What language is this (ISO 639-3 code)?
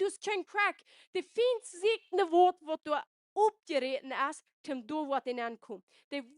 pdt